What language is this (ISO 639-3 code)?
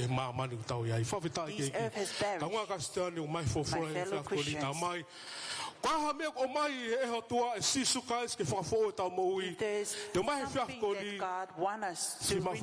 ton